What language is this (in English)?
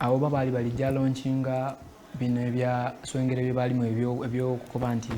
Soga